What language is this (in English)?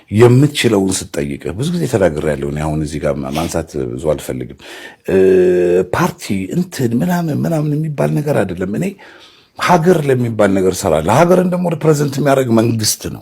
Amharic